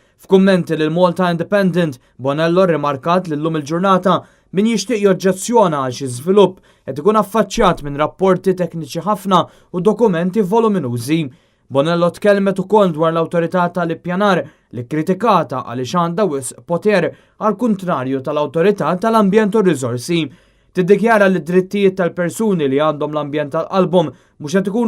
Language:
Maltese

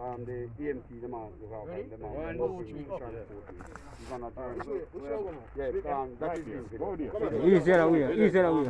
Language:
Jamaican Creole English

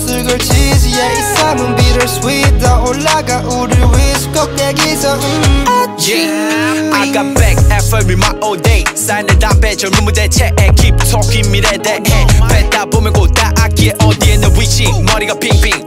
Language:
Korean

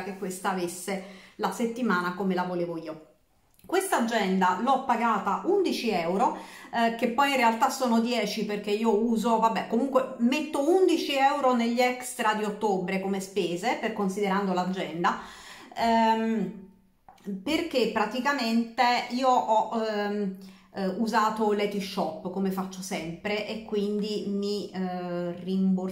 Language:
Italian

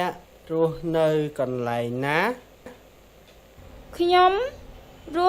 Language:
Khmer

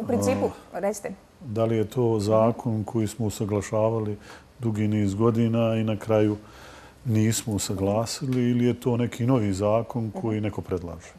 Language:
Bosnian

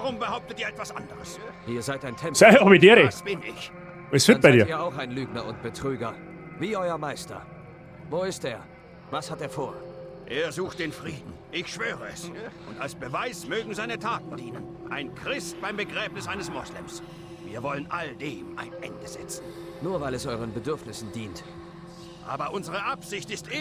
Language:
Bavarian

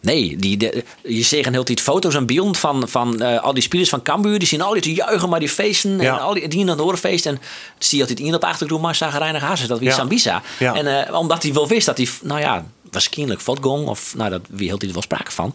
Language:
Western Frisian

